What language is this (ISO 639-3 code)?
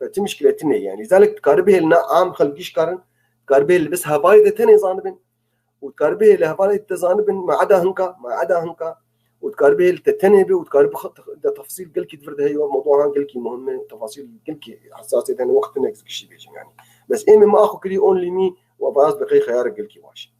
apc